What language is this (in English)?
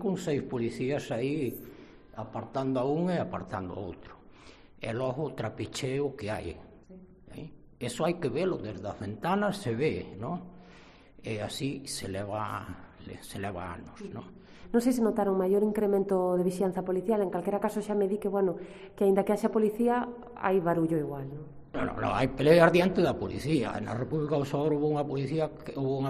Galician